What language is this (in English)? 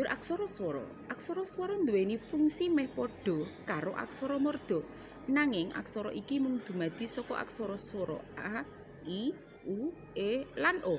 Javanese